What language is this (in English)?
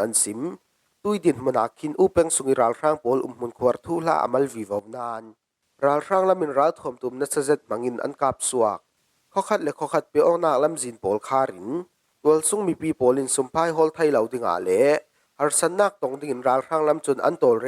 Falam Chin